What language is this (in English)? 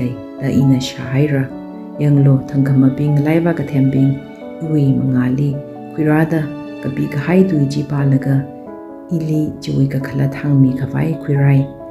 Tangkhul Naga (India)